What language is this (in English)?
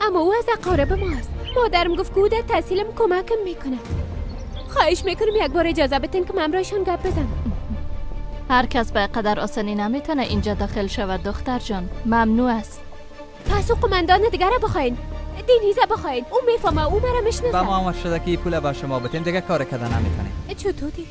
Persian